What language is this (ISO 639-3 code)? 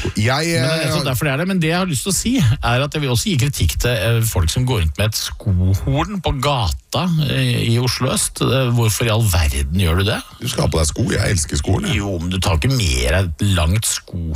nor